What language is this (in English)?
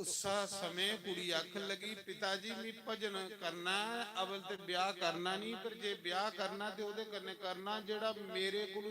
Dogri